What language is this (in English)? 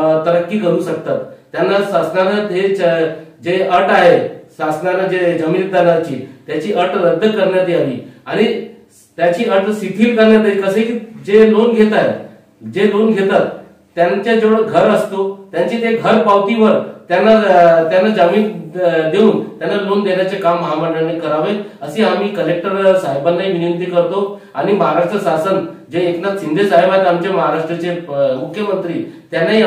Marathi